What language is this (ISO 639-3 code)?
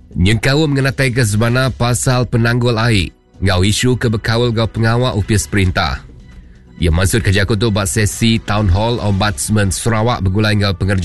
iba